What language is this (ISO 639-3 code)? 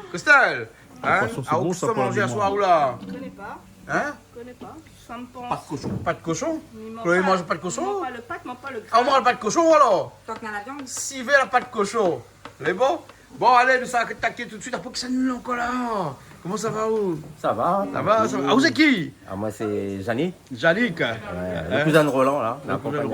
rcf